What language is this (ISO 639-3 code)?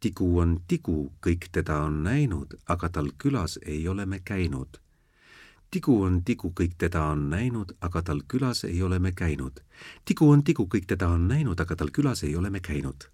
est